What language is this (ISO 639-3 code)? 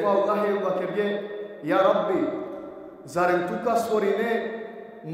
rmn